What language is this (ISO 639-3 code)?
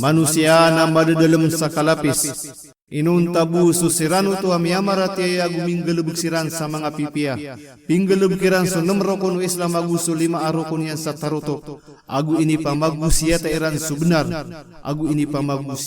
mrw